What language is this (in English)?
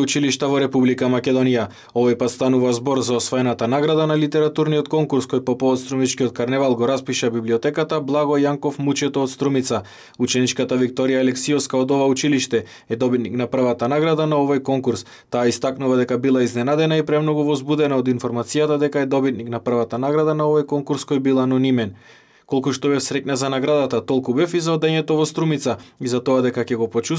Macedonian